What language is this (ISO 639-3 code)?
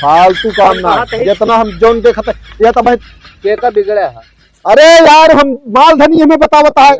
awa